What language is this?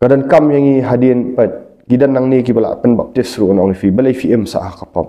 Khasi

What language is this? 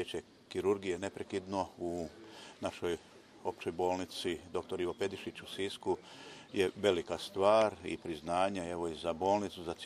Croatian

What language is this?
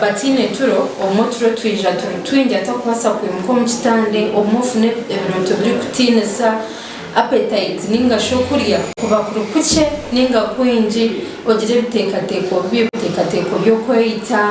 Nyankole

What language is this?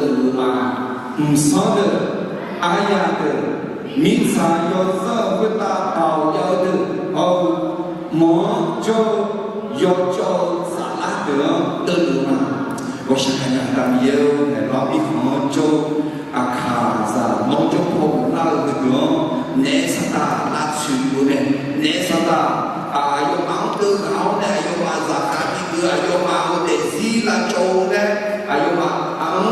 Akha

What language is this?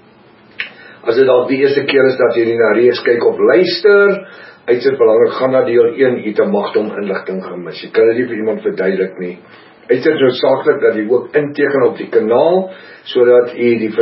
Afrikaans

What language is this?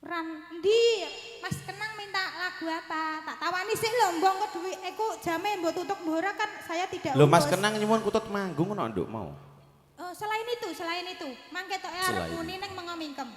Javanese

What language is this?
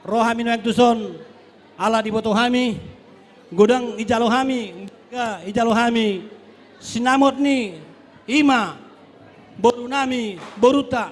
Batak Toba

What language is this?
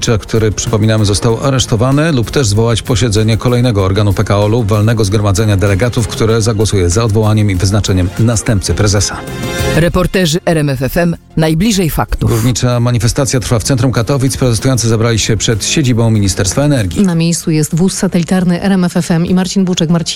Polish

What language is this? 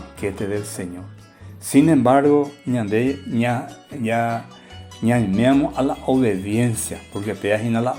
Guarani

